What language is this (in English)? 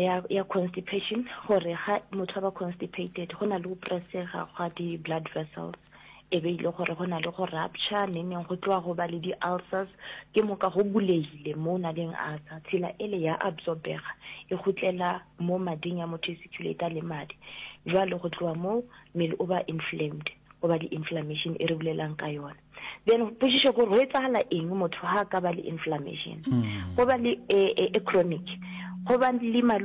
Northern Sotho